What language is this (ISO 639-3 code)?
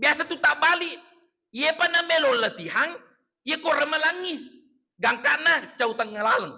bug